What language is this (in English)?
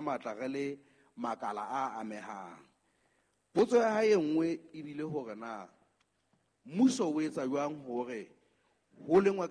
Southern Sotho